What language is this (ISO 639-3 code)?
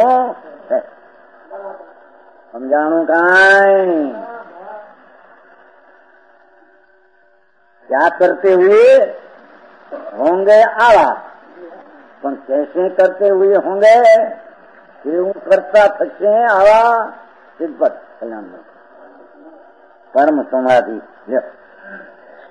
guj